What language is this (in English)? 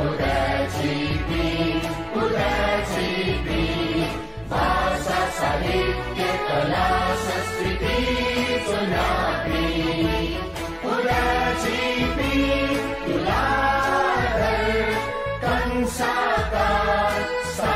Newari